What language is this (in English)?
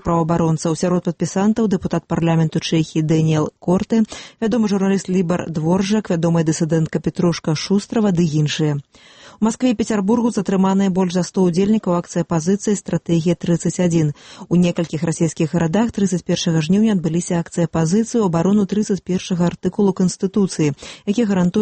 Belarusian